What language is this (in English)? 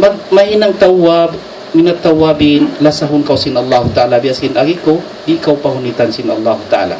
Tausug